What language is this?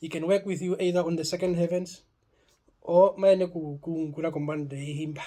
Herero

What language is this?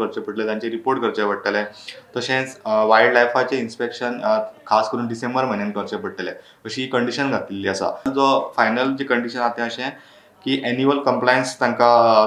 Konkani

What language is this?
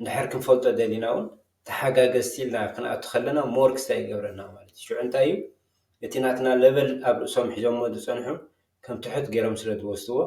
Tigrinya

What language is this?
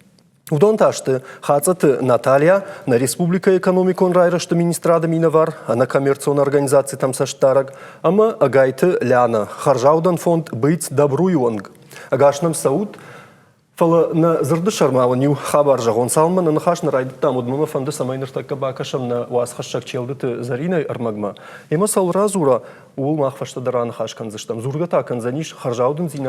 Ossetic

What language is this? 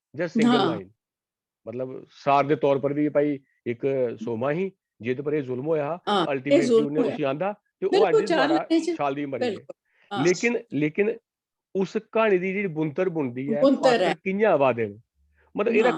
Dogri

